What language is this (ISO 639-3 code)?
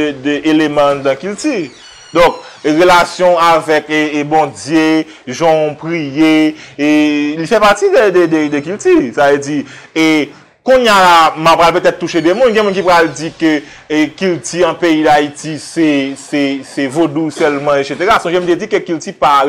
hat